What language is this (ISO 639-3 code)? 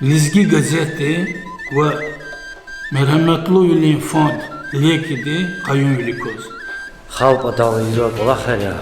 lez